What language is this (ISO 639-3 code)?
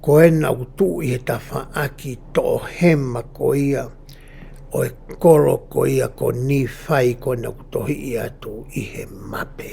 ton